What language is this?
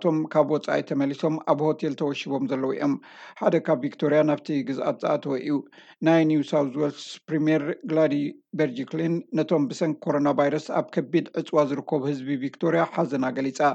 Tigrinya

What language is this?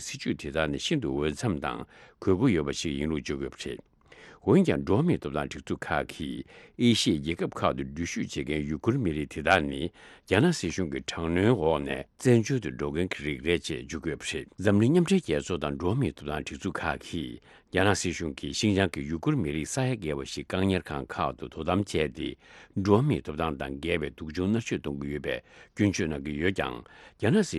Tibetan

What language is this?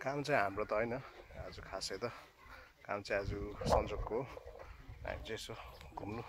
Nepali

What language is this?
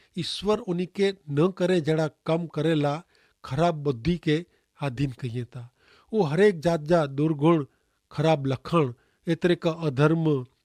Kachhi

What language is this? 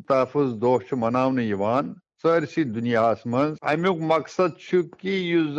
Kashmiri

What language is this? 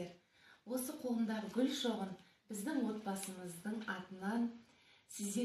Kazakh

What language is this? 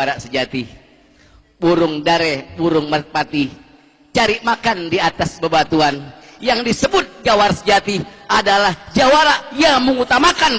Betawi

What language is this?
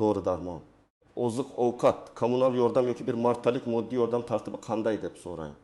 Uzbek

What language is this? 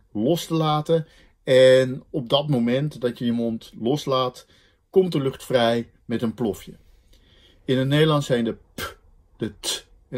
Dutch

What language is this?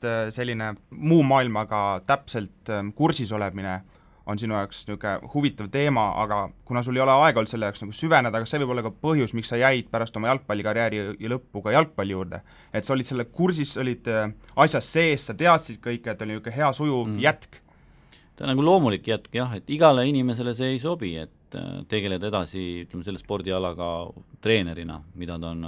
Estonian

